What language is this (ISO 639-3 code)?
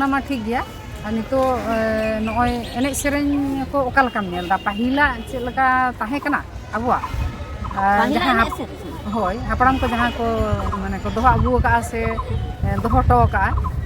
sat